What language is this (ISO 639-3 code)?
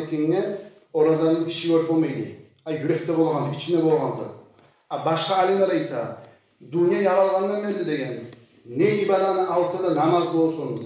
kum